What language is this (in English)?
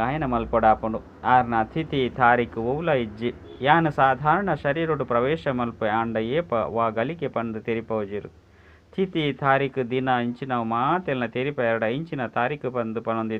Tulu